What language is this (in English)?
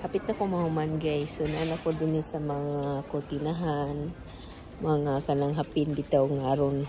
Cebuano